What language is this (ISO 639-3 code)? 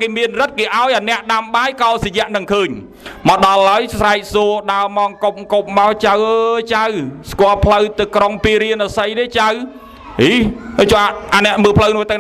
khm